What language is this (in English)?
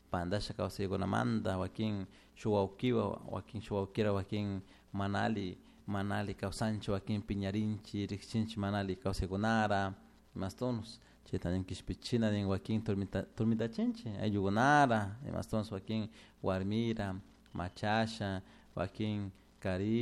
Chimborazo Highland Quichua